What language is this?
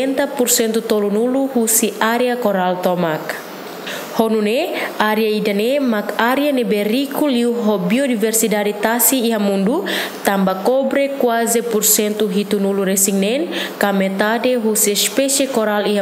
Tetum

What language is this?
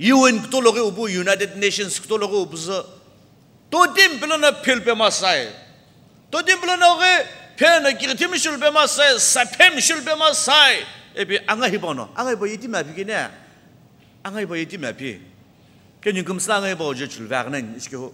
Sumi Naga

